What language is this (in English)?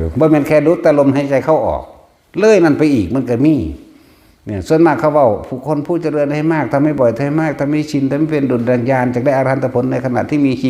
Northeastern Thai